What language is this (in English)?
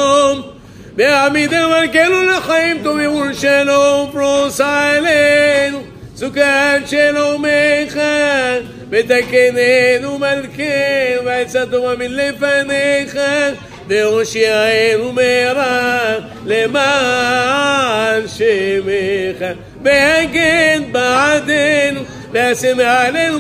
Hebrew